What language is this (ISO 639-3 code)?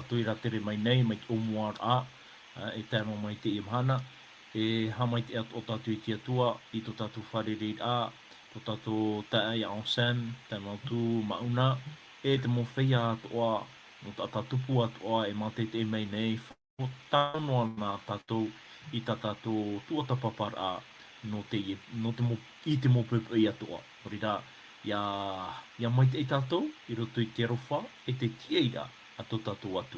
tah